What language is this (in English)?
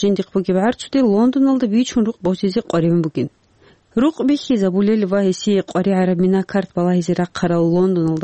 Avaric